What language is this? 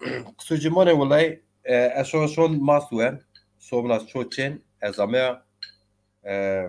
Zaza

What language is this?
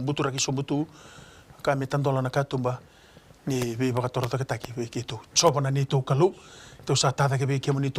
Fijian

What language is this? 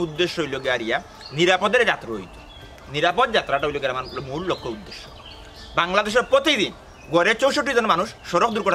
Sylheti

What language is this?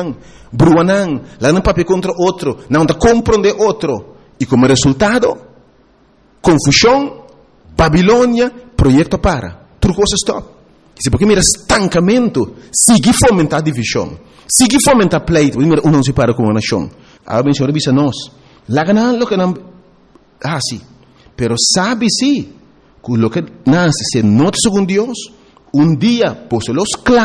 Papiamento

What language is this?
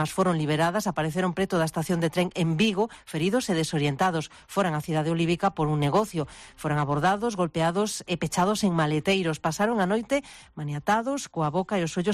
Galician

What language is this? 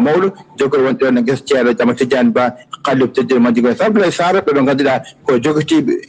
Fula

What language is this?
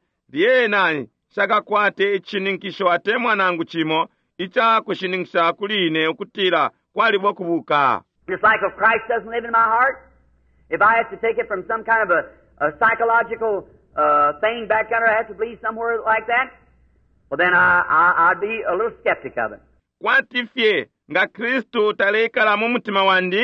Bemba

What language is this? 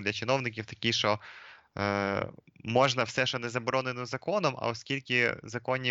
Ukrainian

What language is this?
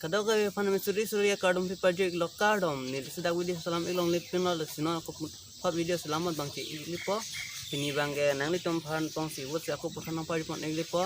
Karbi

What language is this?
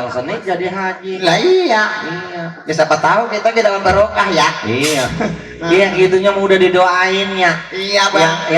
Betawi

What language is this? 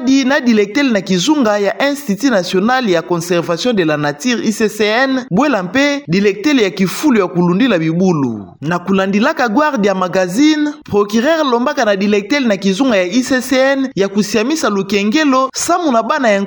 Kituba (Democratic Republic of Congo)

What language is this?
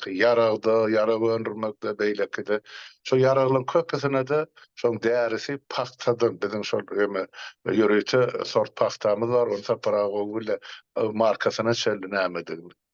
Turkmen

